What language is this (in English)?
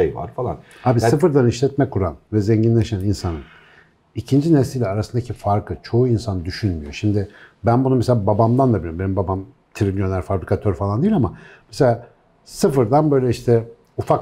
Turkish